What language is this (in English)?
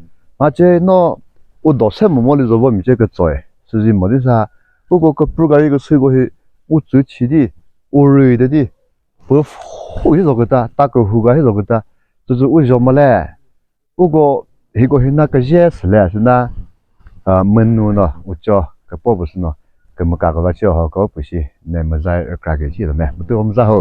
Chokri Naga